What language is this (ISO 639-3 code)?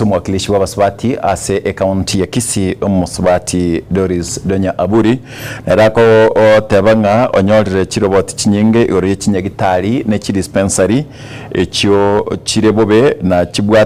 guz